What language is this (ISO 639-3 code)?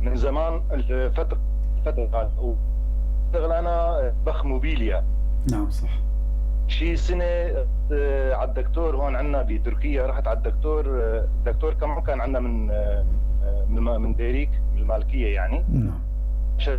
apc